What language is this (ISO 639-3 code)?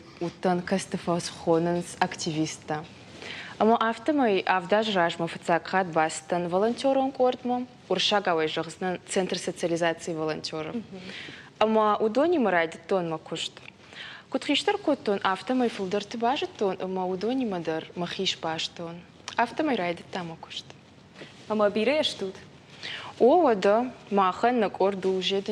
oss